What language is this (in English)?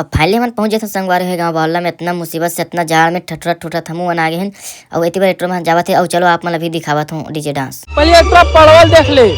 Chhattisgarhi